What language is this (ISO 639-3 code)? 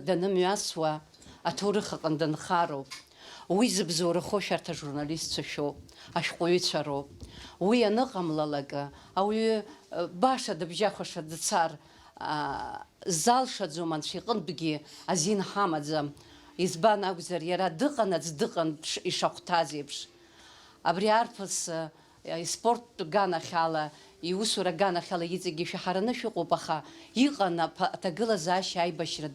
abk